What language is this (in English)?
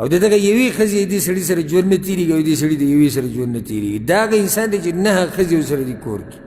Pashto